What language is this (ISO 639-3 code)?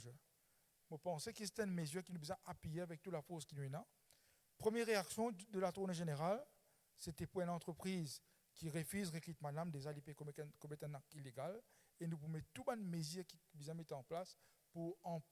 mfe